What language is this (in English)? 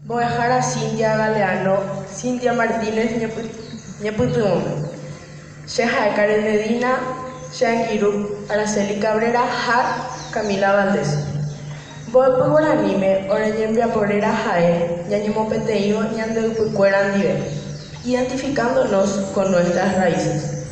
Guarani